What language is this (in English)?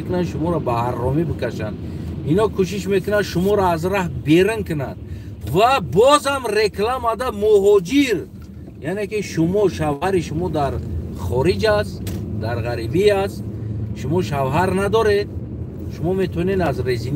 Tajik